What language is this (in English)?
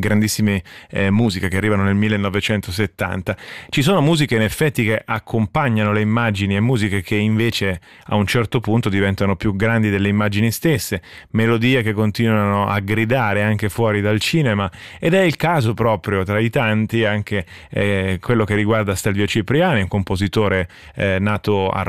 Italian